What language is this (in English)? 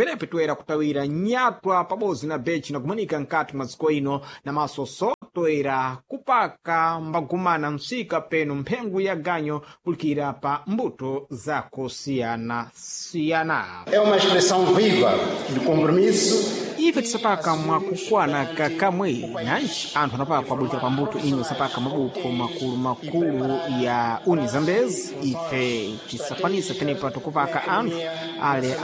Sena